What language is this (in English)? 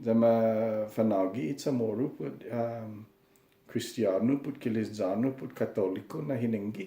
Chamorro